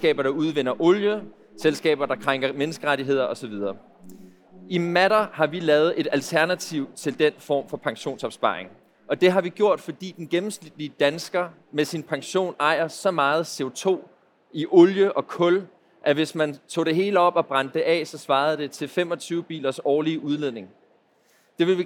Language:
Danish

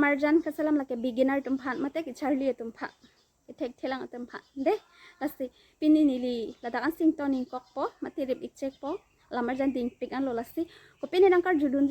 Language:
Karbi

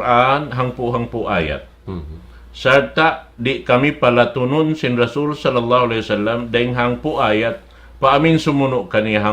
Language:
Tausug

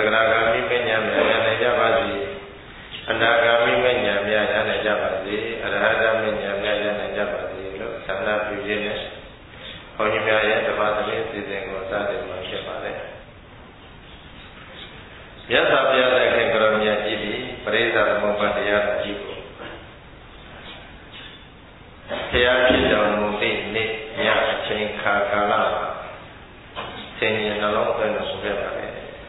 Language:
Burmese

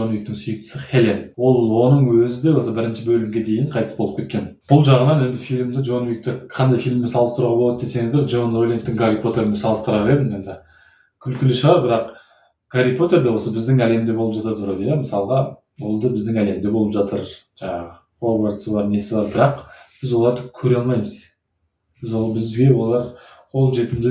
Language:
Kazakh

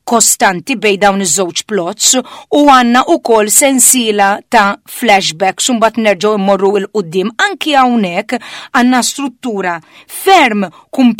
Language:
Maltese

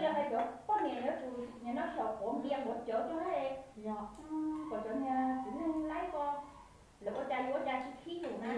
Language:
Hmong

